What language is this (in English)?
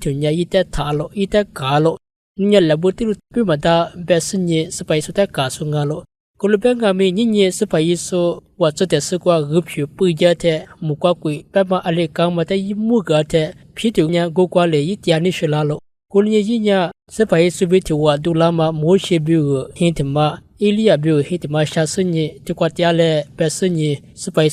Lisu